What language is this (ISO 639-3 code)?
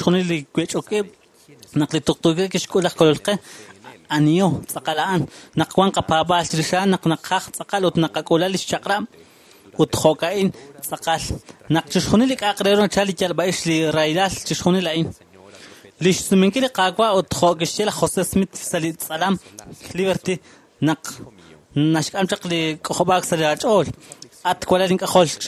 kek